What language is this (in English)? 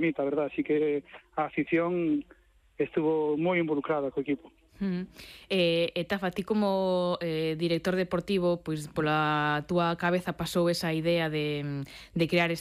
Galician